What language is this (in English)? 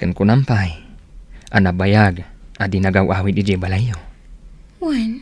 Iloko